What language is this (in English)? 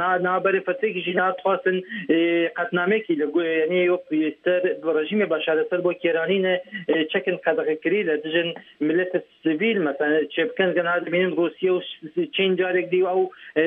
Kurdish